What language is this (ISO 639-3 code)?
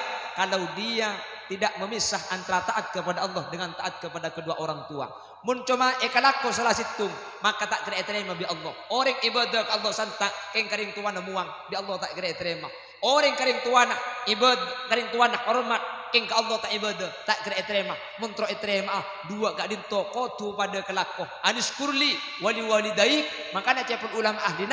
mad